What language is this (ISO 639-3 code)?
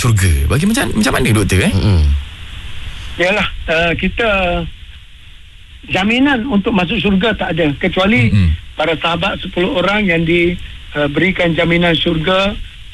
msa